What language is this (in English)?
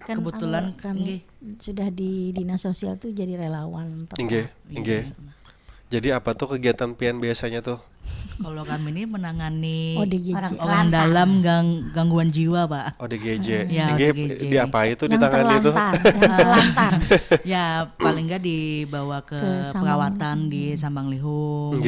Banjar